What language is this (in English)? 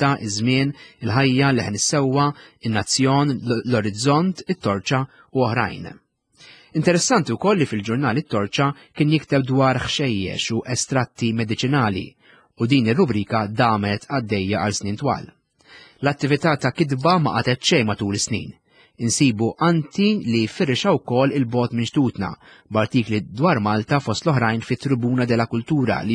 Maltese